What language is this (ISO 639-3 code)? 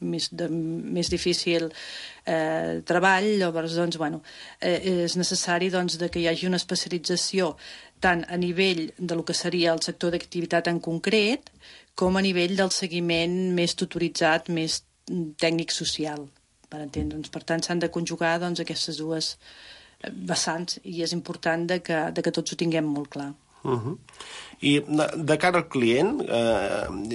cat